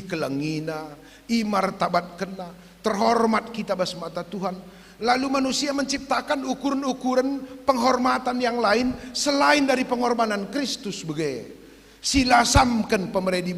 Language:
Batak Karo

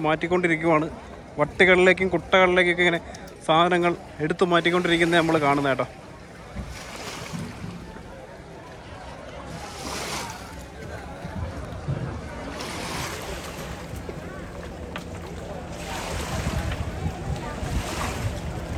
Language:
Malayalam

